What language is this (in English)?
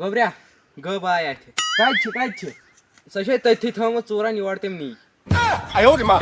Kashmiri